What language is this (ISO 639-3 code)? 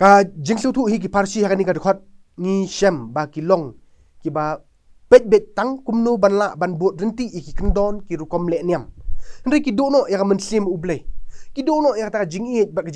kha